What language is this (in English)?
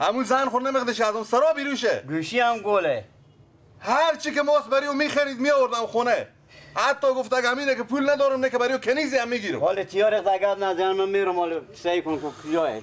Persian